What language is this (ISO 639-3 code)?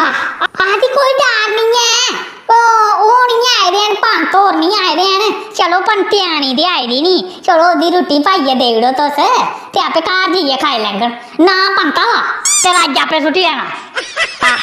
doi